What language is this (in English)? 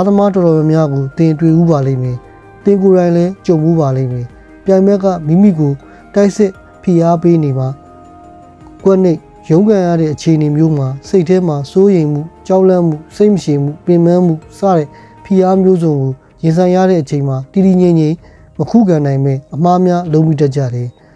Burmese